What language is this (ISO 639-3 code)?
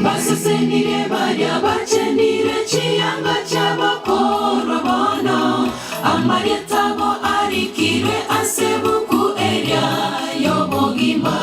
guz